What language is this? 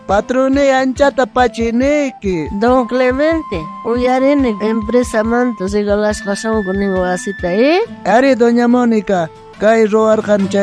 South Bolivian Quechua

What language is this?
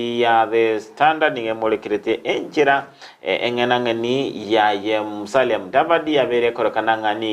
Gusii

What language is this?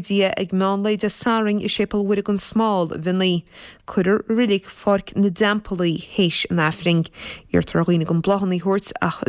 Irish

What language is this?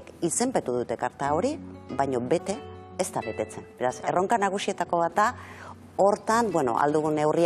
Basque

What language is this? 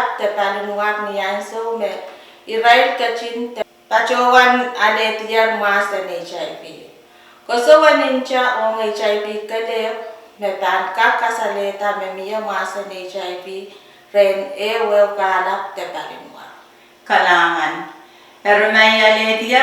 Pohnpeian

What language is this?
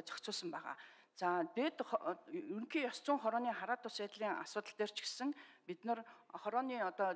Mongolian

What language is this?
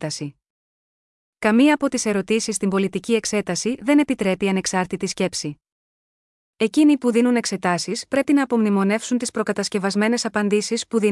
Greek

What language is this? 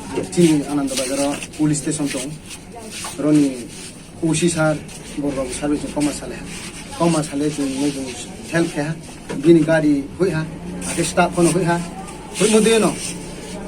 Riang (India)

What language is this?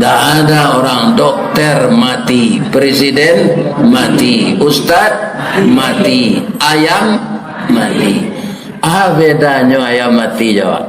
Minangkabau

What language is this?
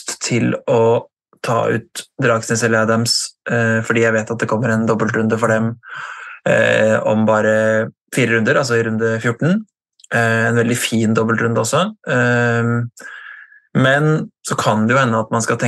Norwegian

